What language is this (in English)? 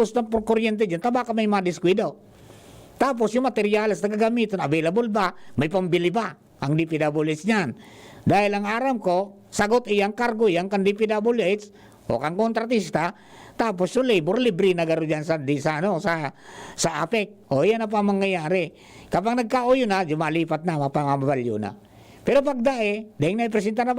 Bikol